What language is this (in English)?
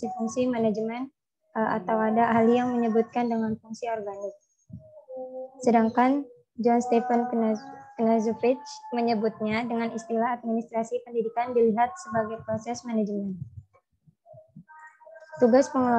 Indonesian